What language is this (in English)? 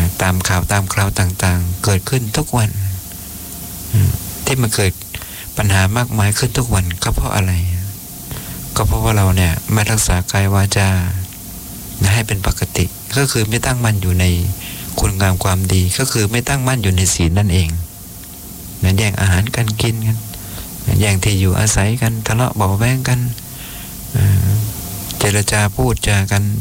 Thai